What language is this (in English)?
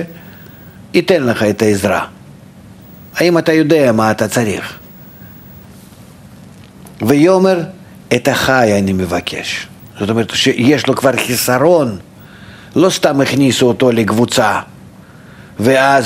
Hebrew